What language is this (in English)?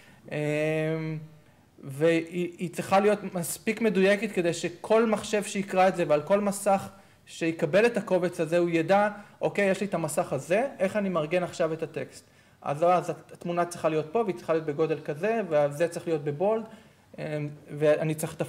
Hebrew